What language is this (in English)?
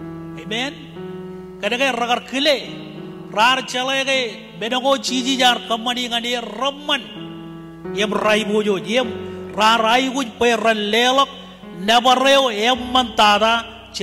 Marshallese